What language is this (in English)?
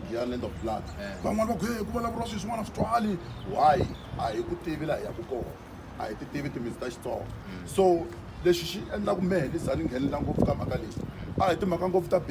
Tsonga